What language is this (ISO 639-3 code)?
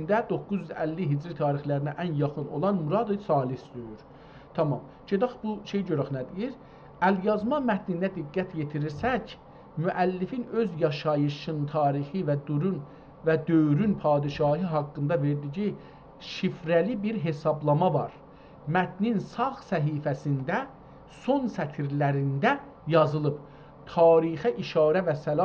azb